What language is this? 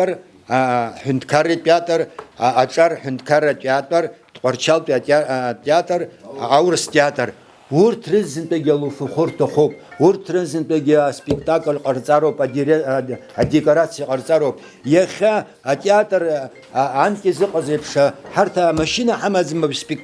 Abkhazian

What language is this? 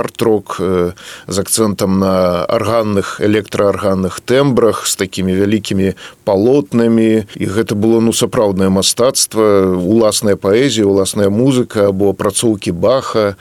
Belarusian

